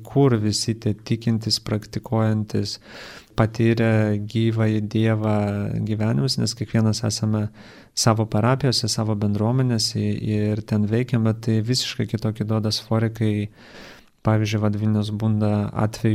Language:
Lithuanian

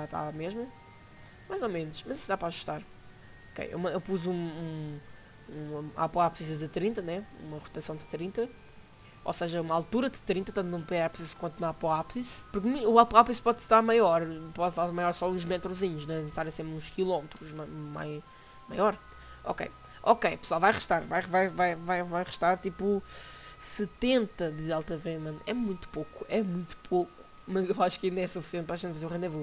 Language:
Portuguese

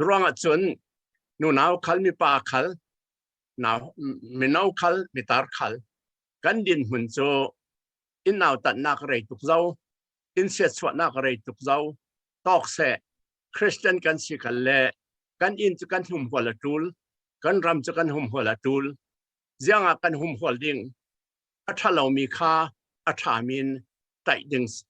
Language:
Falam Chin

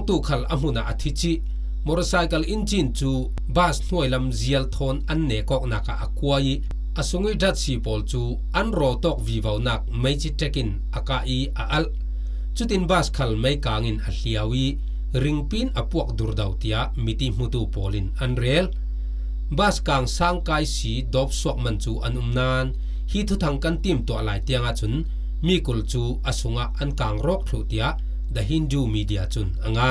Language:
Falam Chin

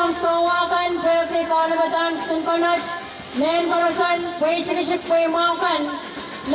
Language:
Pohnpeian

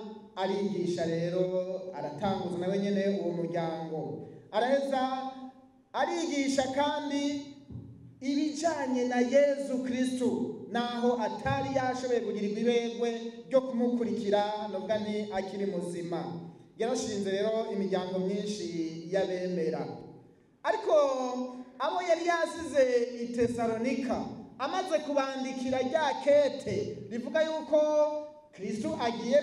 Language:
Rundi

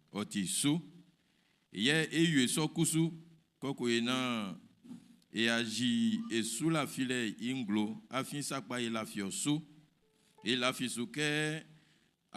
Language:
Baoulé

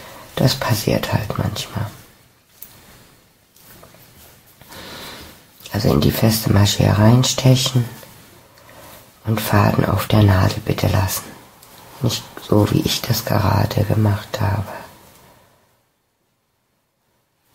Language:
German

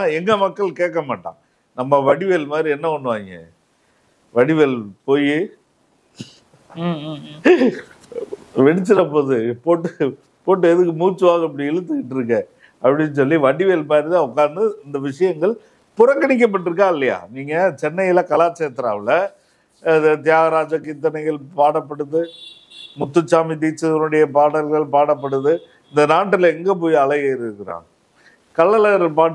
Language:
Tamil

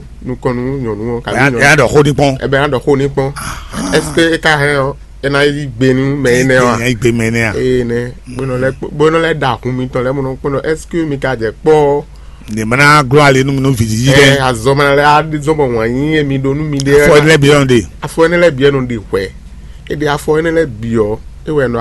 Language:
Fon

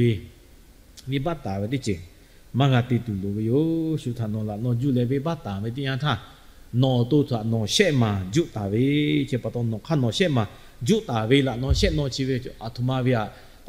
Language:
Lahu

